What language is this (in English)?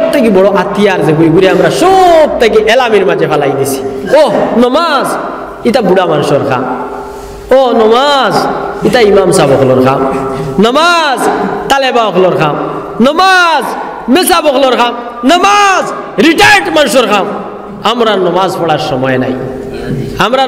Sylheti